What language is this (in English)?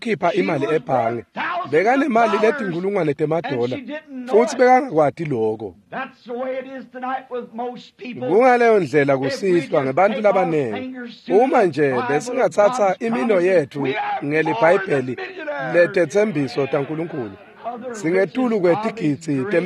Swati